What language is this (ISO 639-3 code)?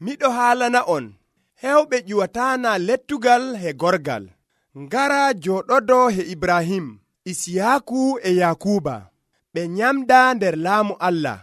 fuv